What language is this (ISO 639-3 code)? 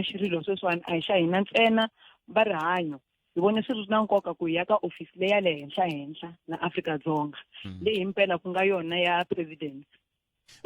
tso